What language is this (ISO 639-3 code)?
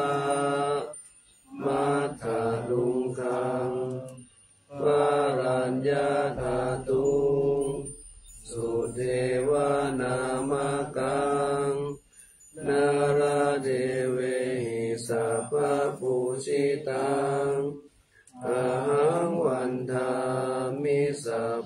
pli